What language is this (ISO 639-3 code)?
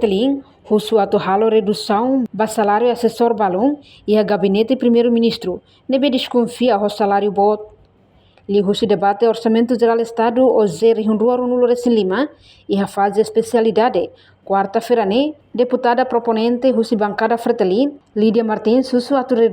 tet